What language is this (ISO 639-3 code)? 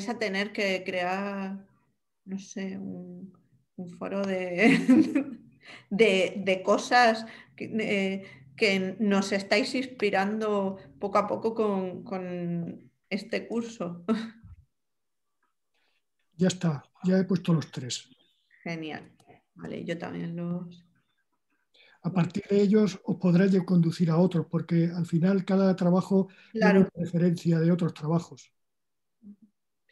spa